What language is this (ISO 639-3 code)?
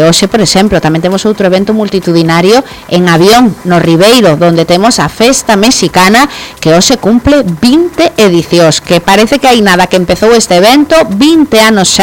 glg